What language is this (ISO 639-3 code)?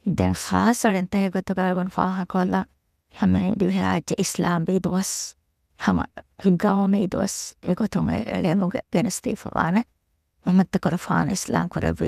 div